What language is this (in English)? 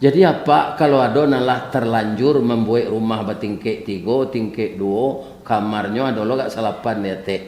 Minangkabau